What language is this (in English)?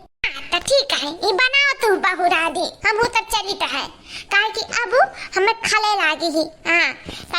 Awadhi